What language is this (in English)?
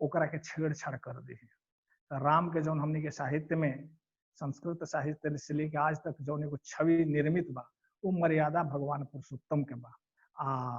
Bhojpuri